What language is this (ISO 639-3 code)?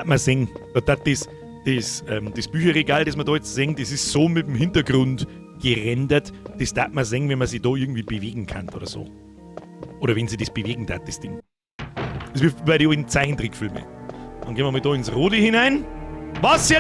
bar